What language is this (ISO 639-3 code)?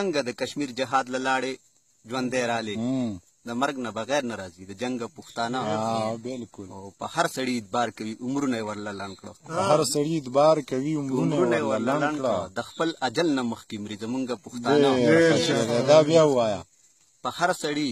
pus